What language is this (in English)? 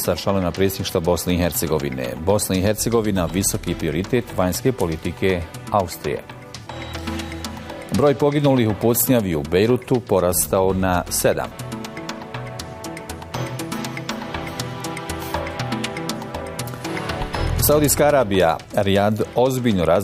Bosnian